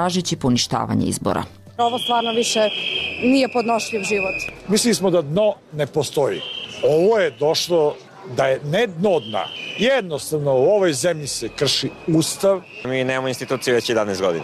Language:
Serbian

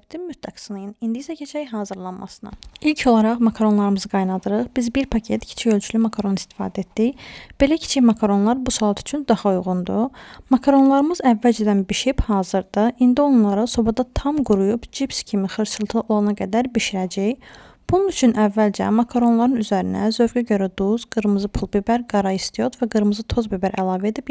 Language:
Azerbaijani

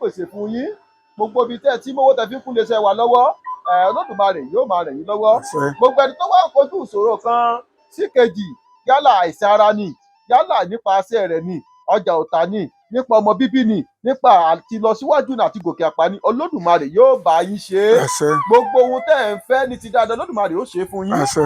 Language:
Yoruba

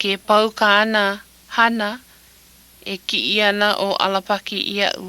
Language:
Hawaiian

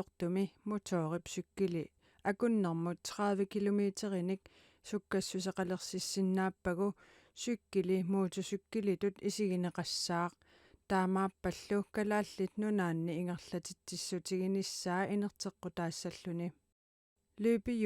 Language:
Kalaallisut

